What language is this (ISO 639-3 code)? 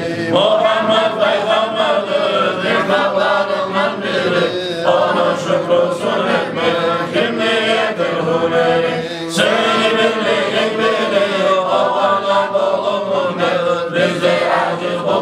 kum